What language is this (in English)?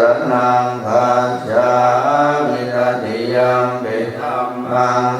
Pali